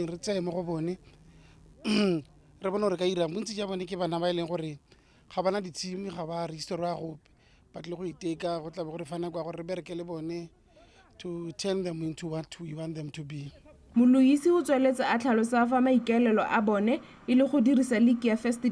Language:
Tswana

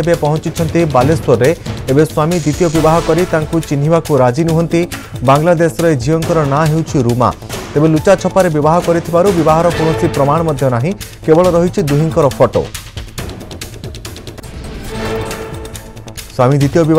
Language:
Odia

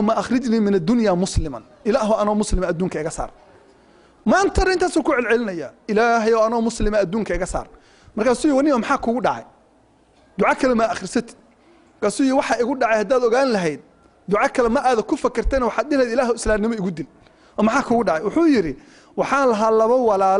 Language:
Somali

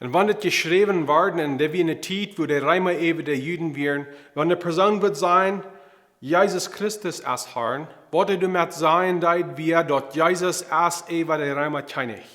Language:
Plautdietsch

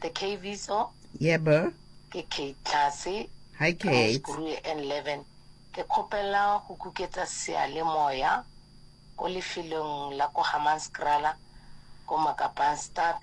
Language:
Northern Sotho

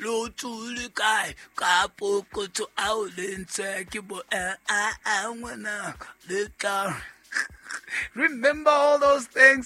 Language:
Southern Sotho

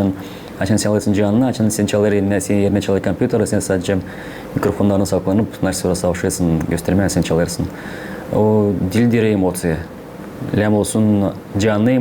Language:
Gagauz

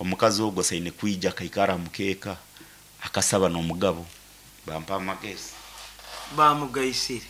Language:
Nyankole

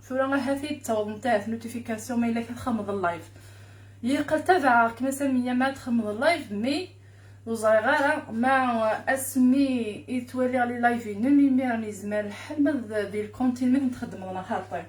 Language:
Kabyle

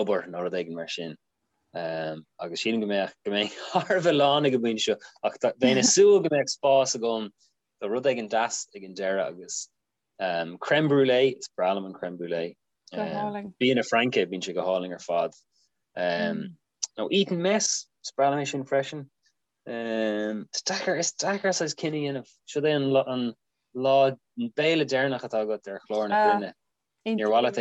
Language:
Irish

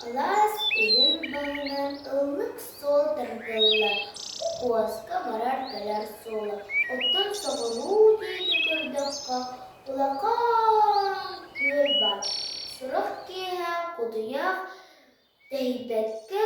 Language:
Yakut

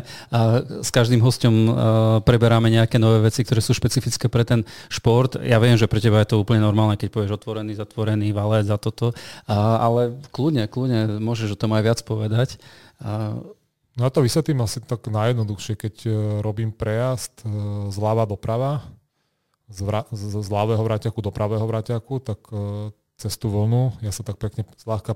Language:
Slovak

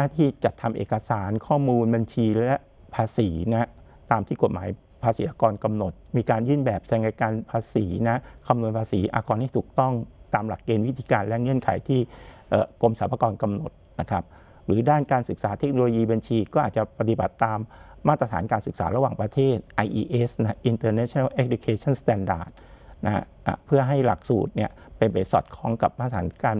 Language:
Thai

